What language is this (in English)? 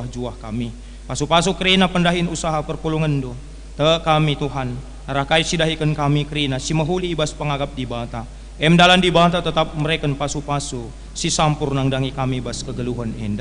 Batak Karo